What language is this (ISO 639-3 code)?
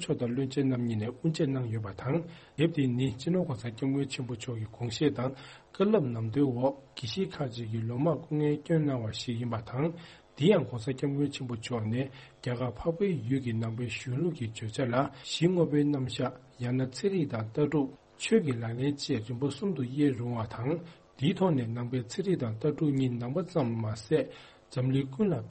bod